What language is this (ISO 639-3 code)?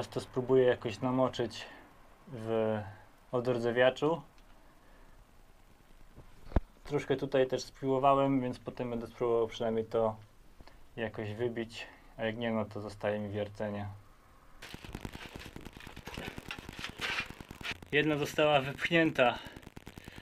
pol